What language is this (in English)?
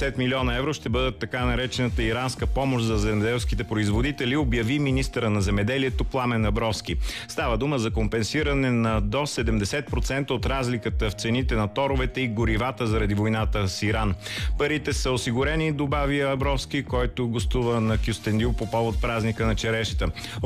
Bulgarian